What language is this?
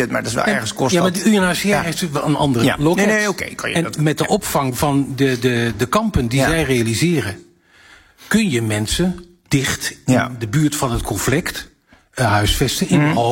Dutch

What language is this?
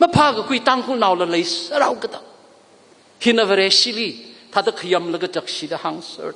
Tangkhul Naga (India)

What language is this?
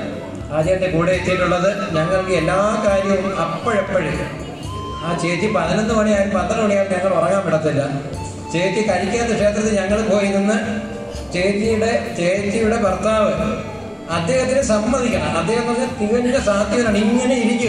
Malayalam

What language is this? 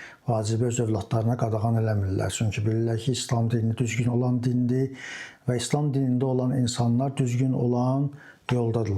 Azerbaijani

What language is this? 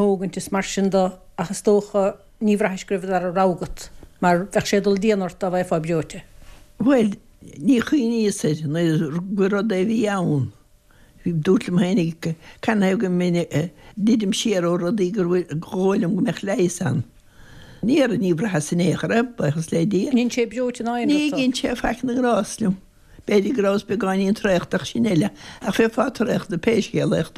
Irish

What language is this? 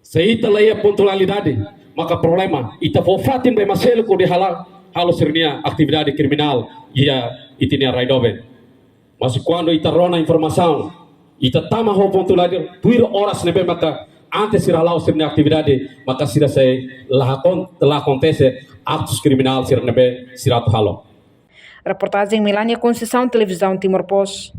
Tetum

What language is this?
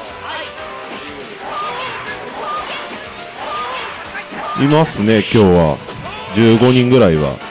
Japanese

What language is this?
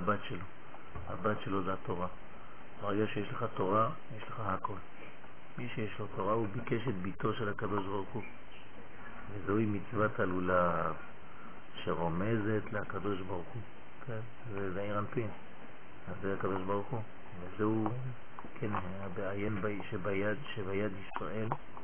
Hebrew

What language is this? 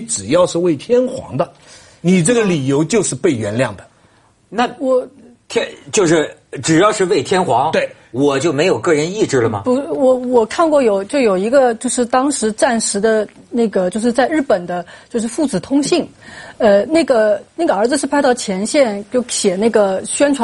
Chinese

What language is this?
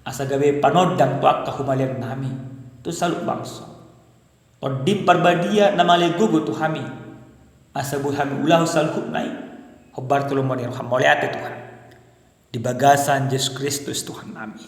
Batak Toba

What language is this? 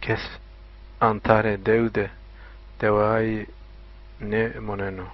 Zaza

